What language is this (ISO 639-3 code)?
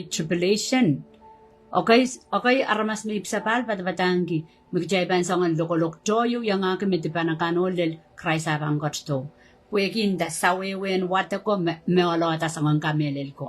pon